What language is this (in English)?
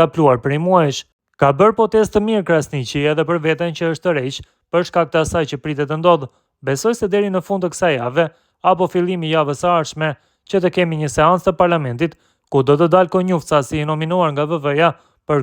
Albanian